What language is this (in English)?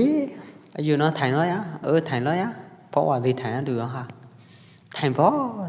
Pwo Eastern Karen